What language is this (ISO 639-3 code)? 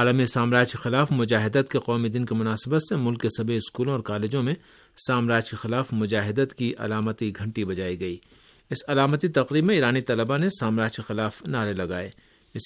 urd